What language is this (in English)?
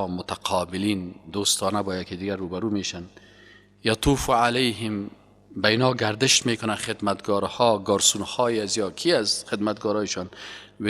Persian